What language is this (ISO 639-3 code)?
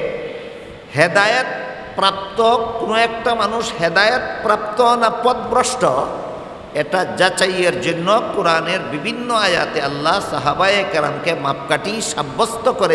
ben